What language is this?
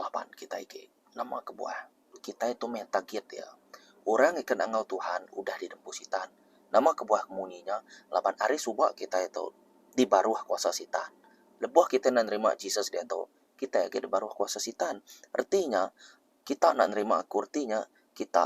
Iban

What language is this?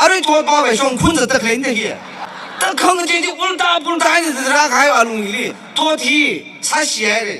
Tangkhul Naga (India)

